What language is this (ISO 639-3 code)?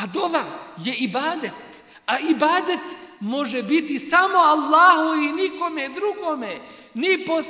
bos